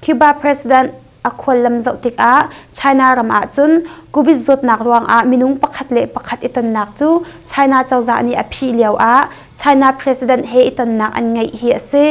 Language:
Hakha Chin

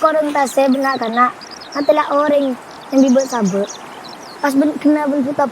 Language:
Madurese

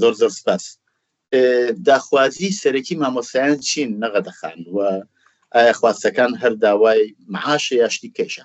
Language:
Central Kurdish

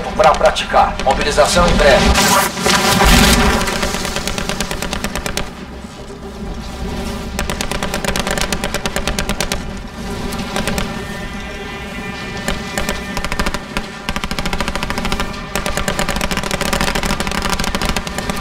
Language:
Portuguese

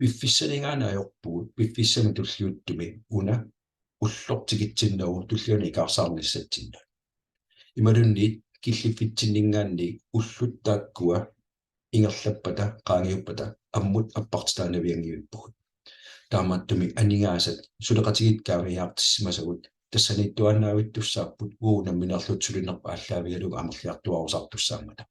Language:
Kalaallisut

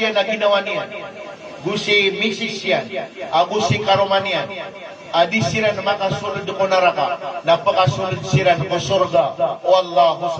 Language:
Maranao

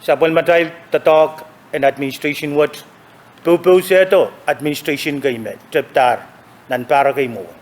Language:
Pohnpeian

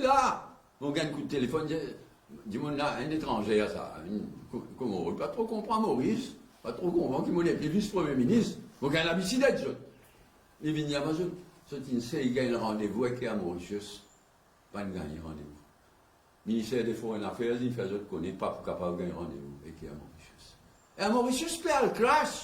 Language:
Morisyen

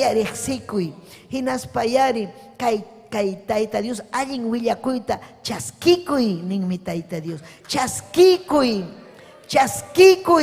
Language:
Ayacucho Quechua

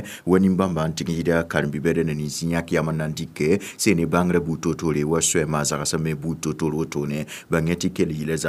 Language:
Mossi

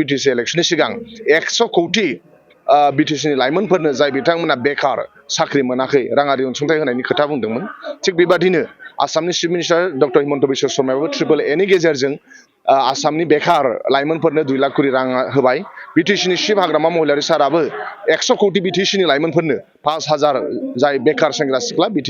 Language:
Bodo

